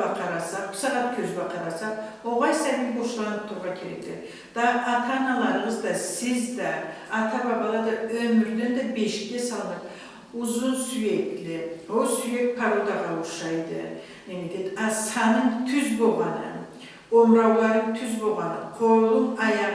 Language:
Karachay-Balkar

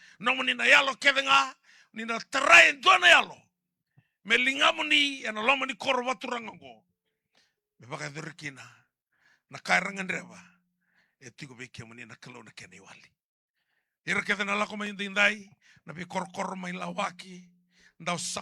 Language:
Fijian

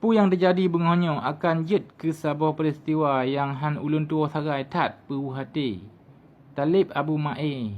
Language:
Achinese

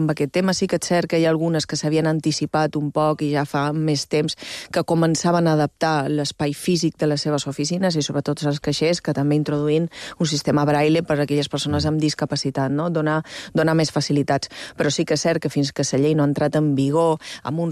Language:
Catalan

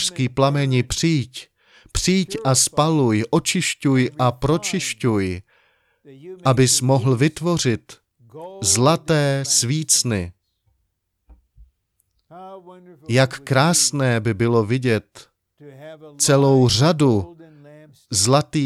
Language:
Czech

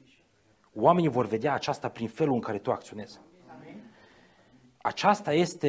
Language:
Romanian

